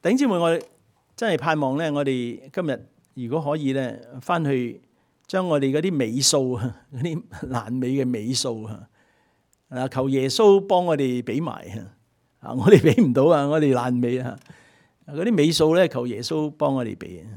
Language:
Cantonese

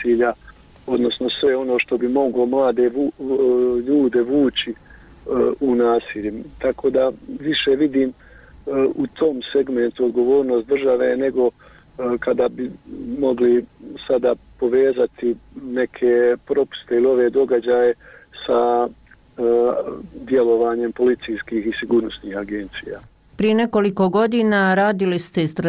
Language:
Bosnian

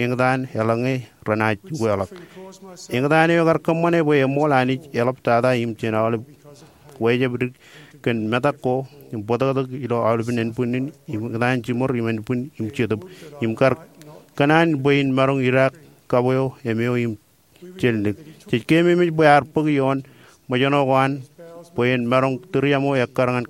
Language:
Marshallese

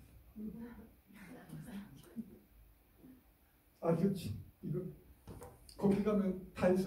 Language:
Korean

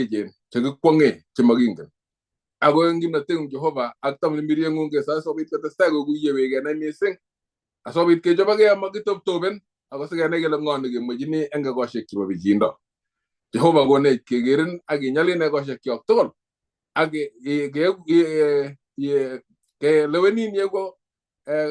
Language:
Kalenjin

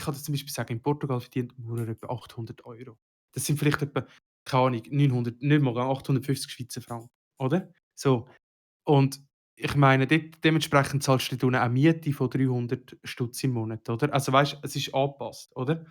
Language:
Swiss German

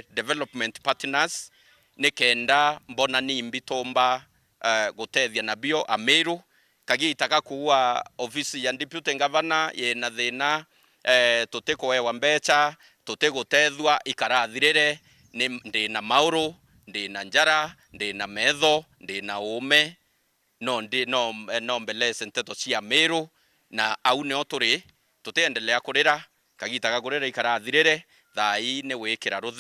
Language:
Meru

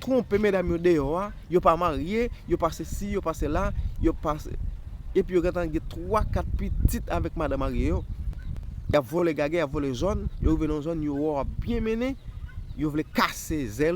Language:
Haitian Creole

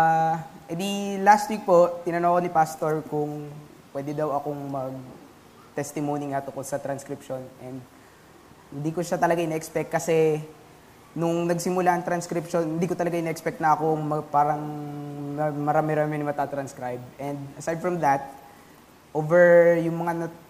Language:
Filipino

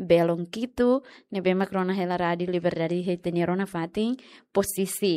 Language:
Tetum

